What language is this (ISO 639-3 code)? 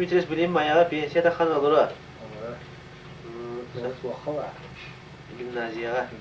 sah